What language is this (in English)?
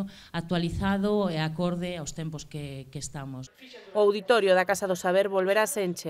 Galician